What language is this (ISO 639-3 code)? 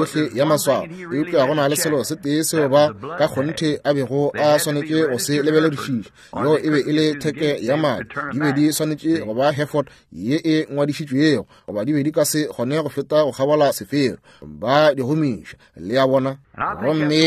nso